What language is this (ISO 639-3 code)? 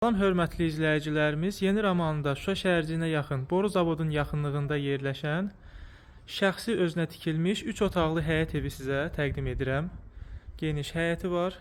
aze